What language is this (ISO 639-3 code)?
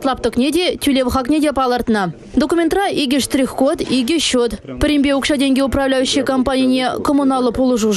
chv